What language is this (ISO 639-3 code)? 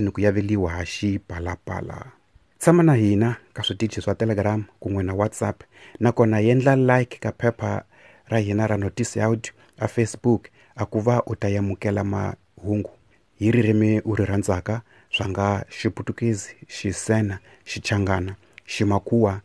tso